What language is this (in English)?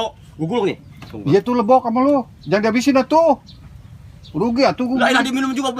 Betawi